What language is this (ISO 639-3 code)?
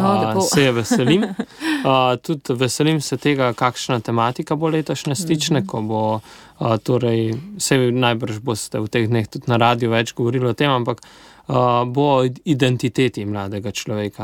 slv